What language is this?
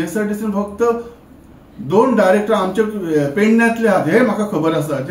Konkani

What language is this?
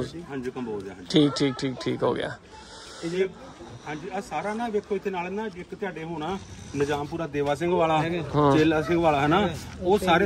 Punjabi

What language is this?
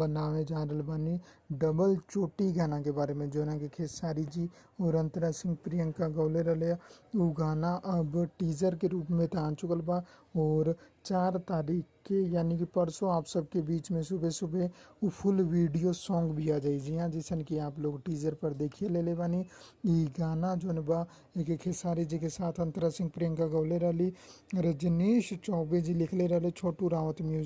Bhojpuri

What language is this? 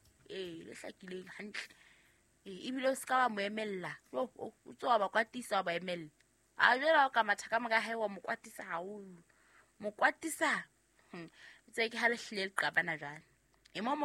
Southern Sotho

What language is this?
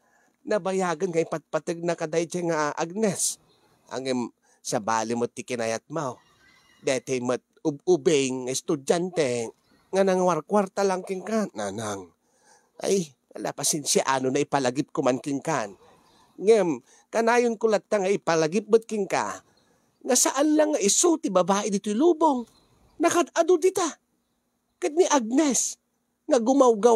Iloko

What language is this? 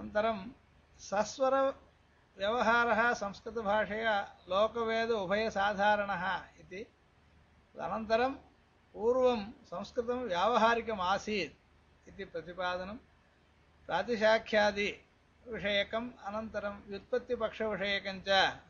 Sanskrit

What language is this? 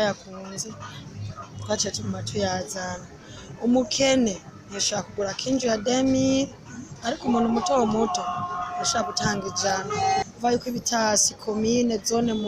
Rundi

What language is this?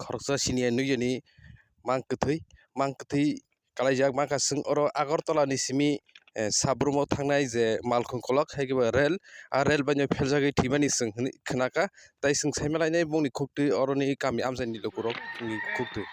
Kok Borok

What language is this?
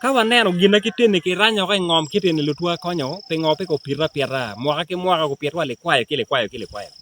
Acoli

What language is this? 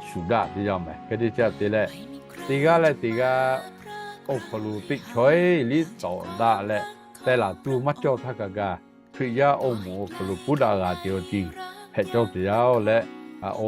Lahu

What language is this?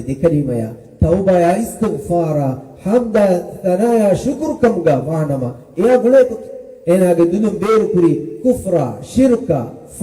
Divehi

